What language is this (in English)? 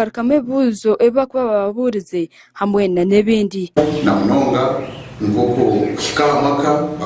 Nyankole